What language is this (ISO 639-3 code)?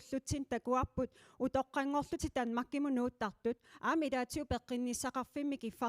kal